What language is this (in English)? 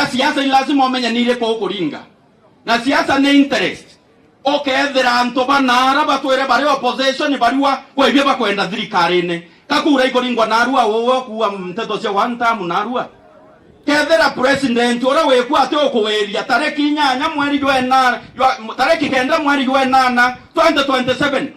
Meru